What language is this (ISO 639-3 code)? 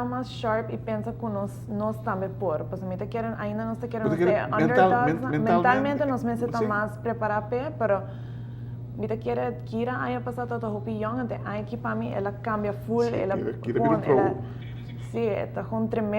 pap